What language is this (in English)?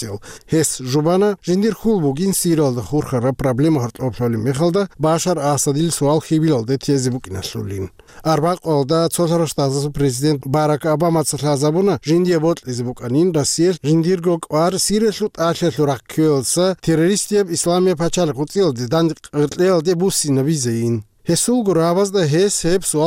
Avaric